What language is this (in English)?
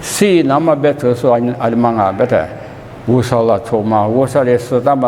Lisu